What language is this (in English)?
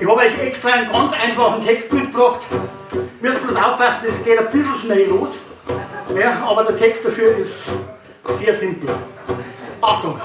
Bavarian